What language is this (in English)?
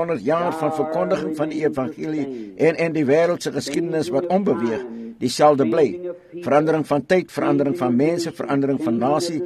Afrikaans